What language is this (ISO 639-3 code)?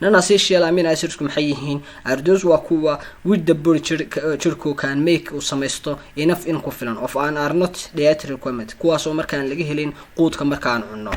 som